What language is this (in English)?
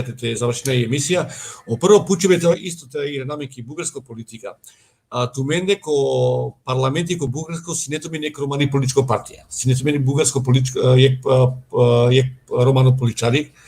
Balkan Romani